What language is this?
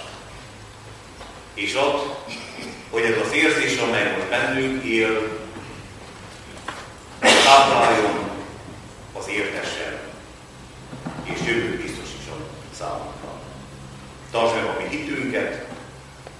Hungarian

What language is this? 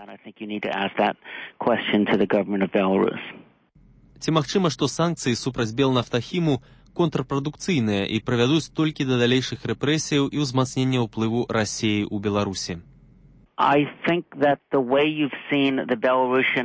Belarusian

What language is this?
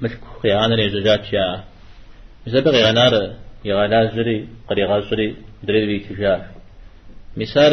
Kabardian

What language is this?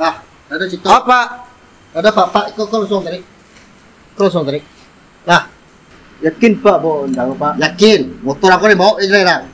Minangkabau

